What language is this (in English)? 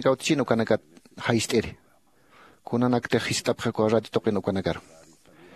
Aymara